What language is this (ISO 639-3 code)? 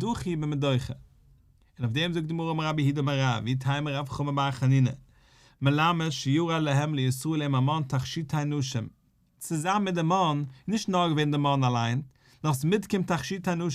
yid